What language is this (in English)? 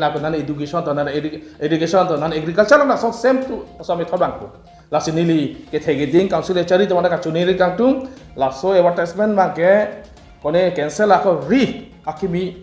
Karbi